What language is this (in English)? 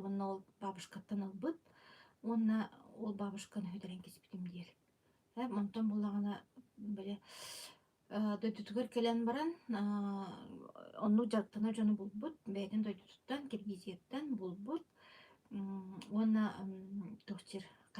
Yakut